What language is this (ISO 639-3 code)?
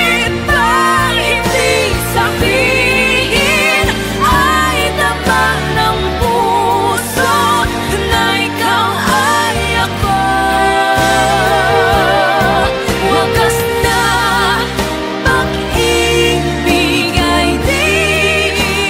fil